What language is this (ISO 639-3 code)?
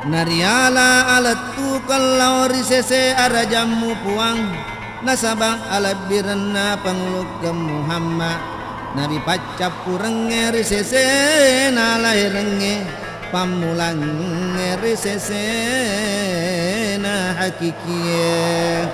bug